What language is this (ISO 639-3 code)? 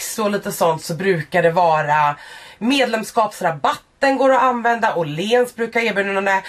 swe